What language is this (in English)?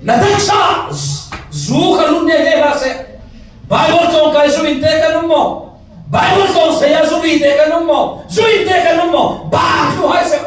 Falam Chin